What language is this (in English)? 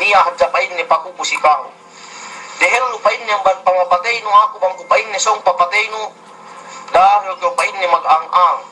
Yakan